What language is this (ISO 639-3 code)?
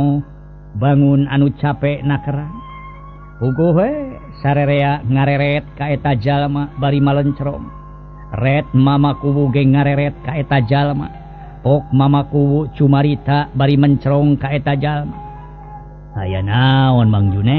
sun